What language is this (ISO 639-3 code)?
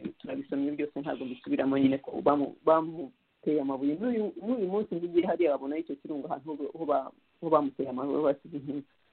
kin